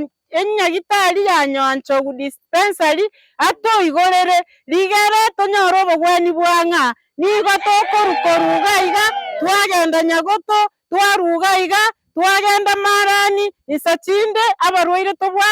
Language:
Gusii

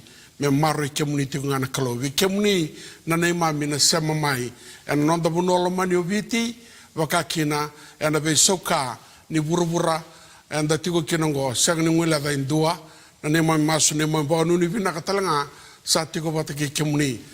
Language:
Fijian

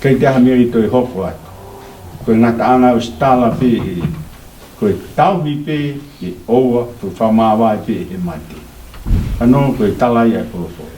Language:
Tongan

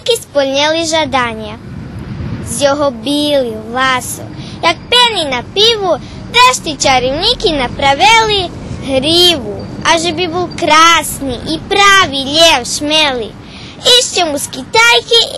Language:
Rusyn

